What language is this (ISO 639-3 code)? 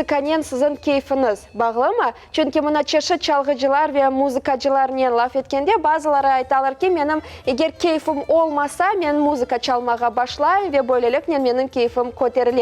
crh